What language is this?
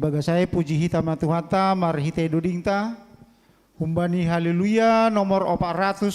Batak Simalungun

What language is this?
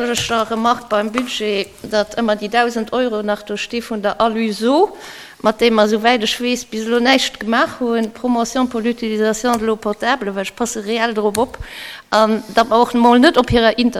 Luxembourgish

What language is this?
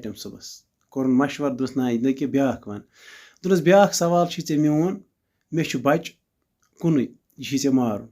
Kashmiri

